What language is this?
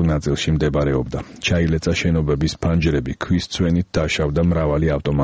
Georgian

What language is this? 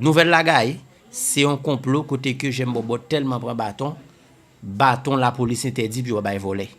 Haitian Creole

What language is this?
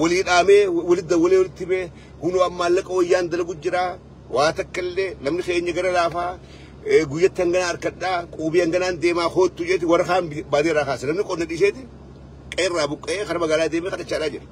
Oromo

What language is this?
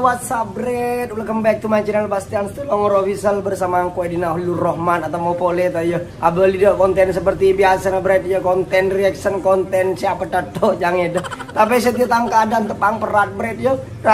Madurese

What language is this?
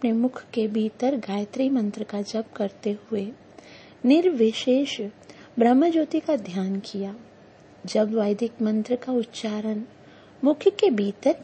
Hindi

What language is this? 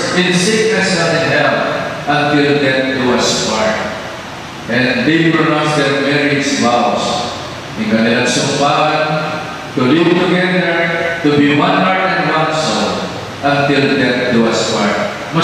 Pampanga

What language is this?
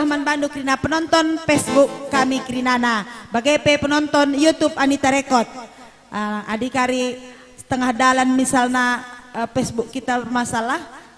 Batak Karo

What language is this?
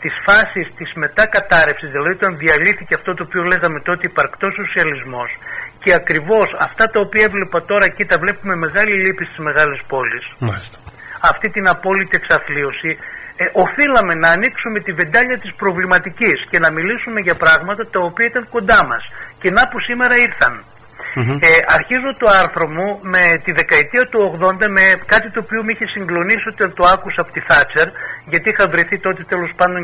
Greek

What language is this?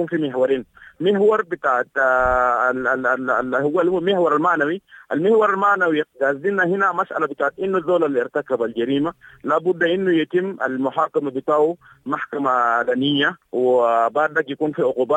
Sudanese Arabic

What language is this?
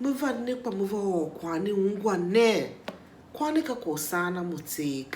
Tiv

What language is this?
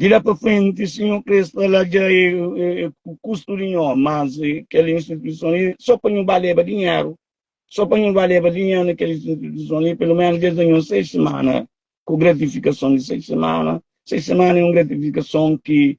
Kabuverdianu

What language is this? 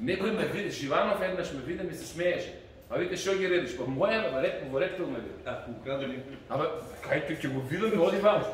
Macedonian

